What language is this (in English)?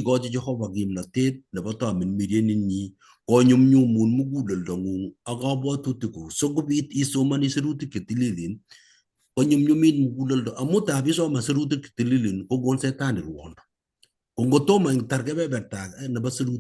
Kalenjin